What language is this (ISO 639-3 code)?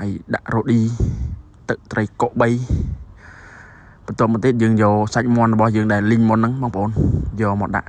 khm